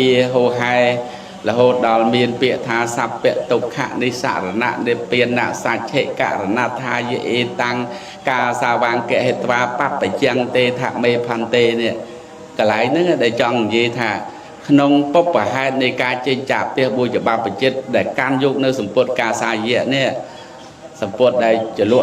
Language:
Khmer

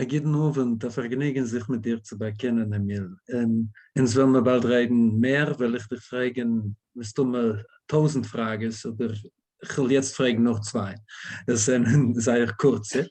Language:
Yiddish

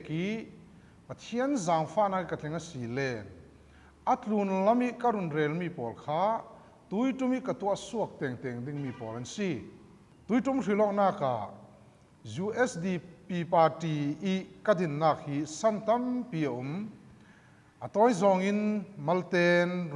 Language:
Falam Chin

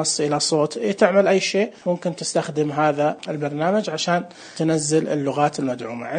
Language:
Najdi Arabic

